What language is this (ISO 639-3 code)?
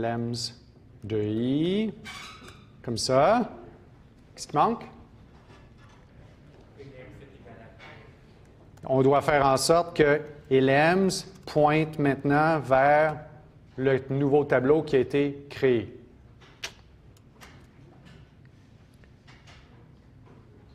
fra